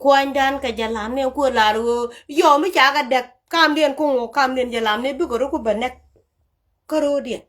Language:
Nuer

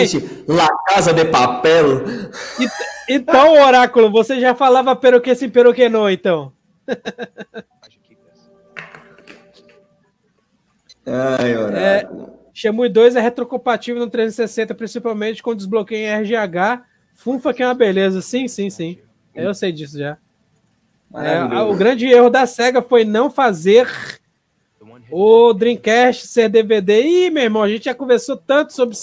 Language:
Portuguese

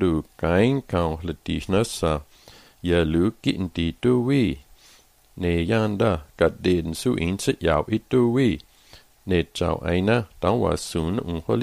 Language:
Slovenian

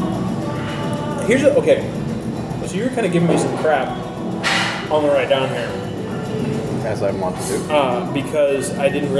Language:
English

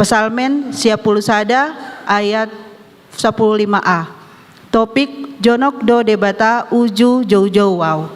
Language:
Batak Toba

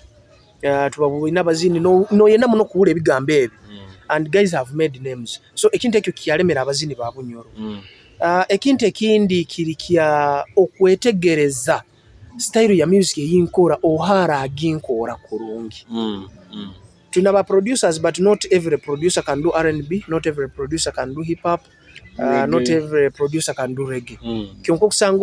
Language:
Nyoro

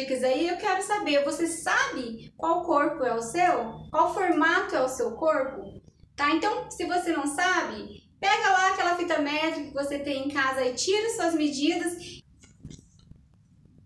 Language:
Portuguese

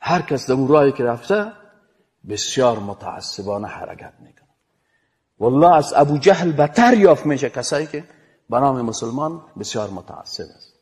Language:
Persian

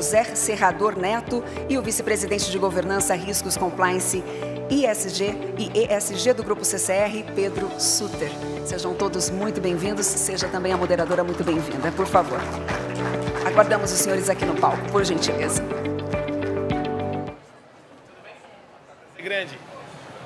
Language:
Portuguese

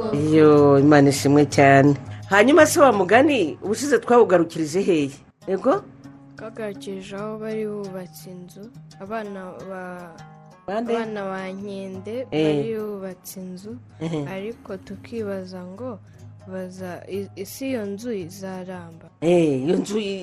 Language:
Kinyarwanda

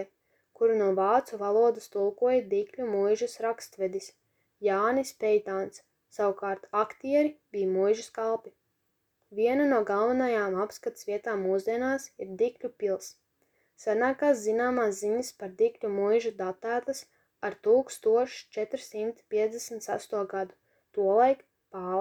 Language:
Latvian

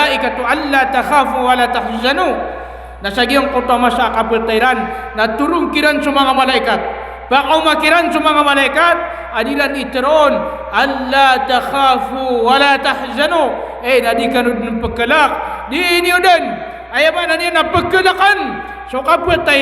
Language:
Maranao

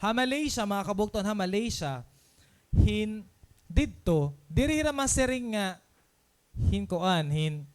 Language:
Waray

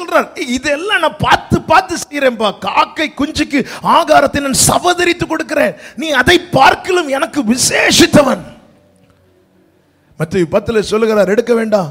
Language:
Tamil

